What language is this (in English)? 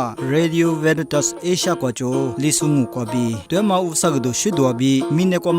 Lisu